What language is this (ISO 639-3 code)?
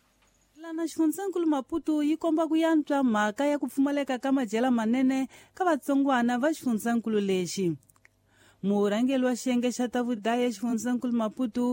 tso